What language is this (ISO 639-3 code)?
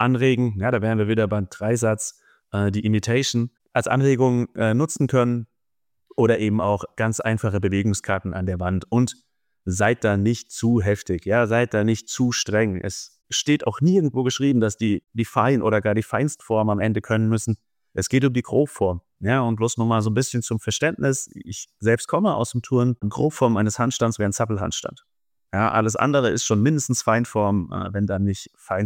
deu